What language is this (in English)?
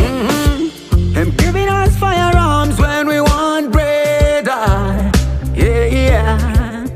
Jamaican Creole English